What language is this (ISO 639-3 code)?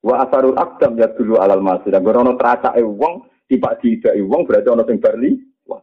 jav